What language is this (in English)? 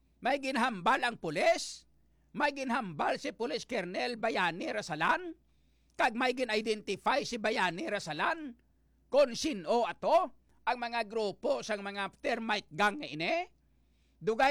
Hiligaynon